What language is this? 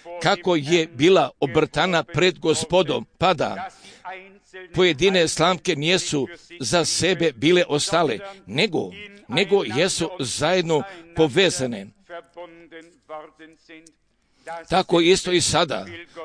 Croatian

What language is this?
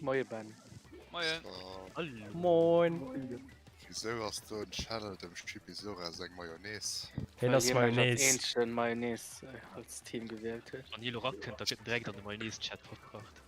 Luxembourgish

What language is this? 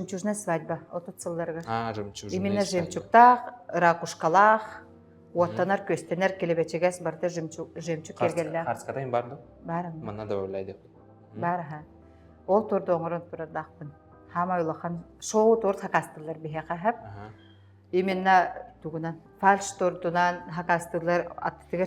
Yakut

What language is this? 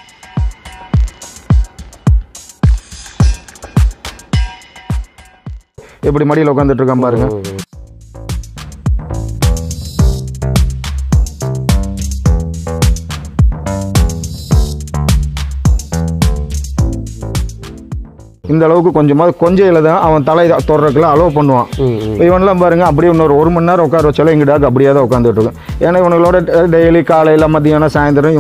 Tamil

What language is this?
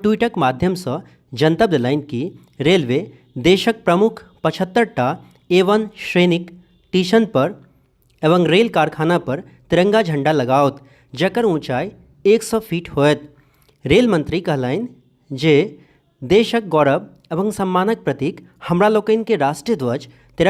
Maithili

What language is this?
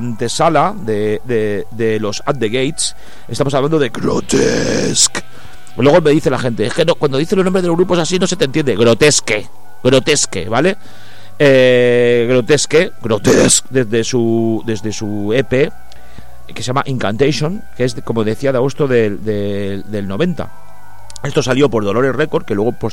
Spanish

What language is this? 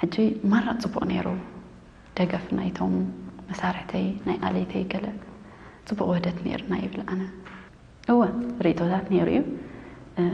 Tigrinya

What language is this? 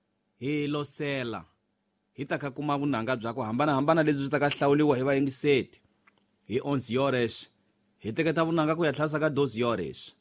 Tsonga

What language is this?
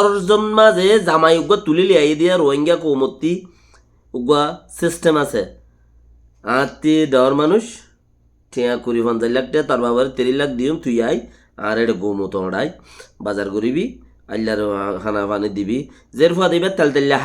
Rohingya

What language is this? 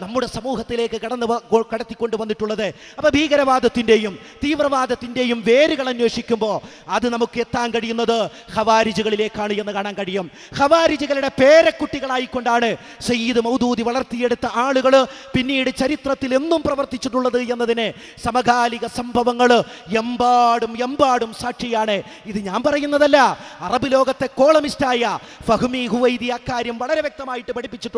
Malayalam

